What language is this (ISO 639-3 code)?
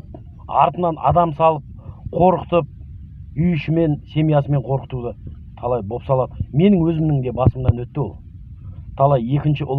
kaz